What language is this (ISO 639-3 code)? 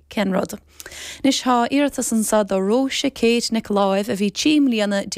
gle